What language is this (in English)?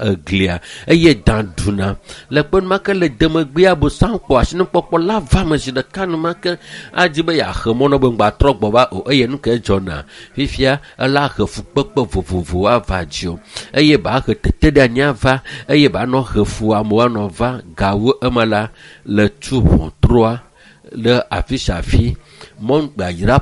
Ewe